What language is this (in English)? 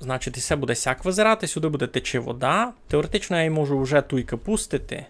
Rusyn